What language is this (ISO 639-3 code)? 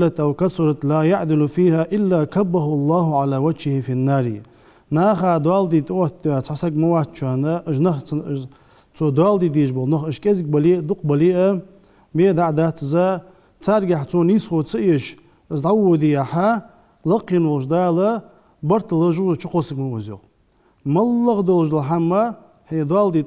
inh